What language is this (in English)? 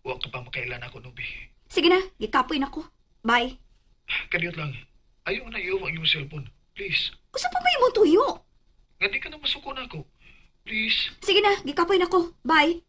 Cebuano